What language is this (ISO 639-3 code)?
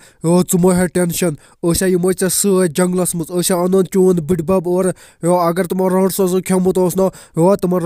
kas